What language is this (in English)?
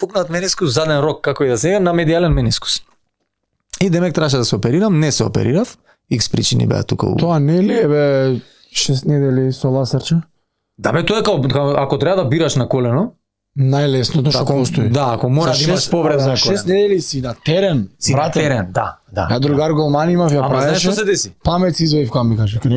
Macedonian